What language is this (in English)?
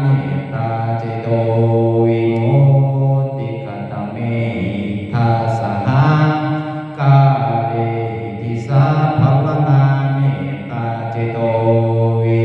Pali